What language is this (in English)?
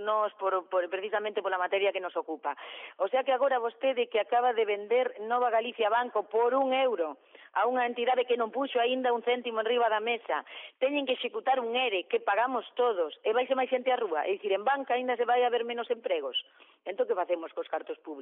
Galician